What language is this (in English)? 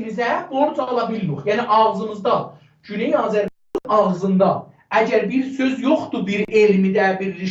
South Azerbaijani